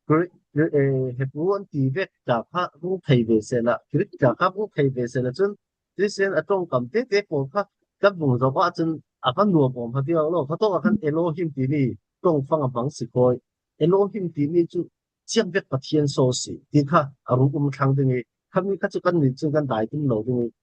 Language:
Falam Chin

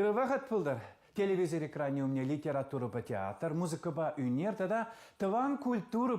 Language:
Chuvash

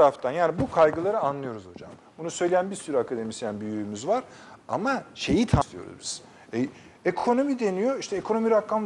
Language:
Turkish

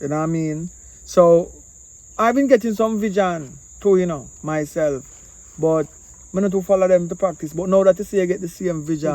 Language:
Jamaican Creole English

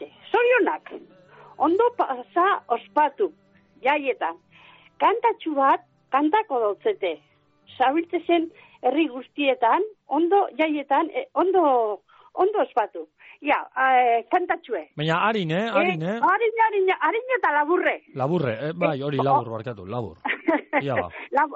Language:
Basque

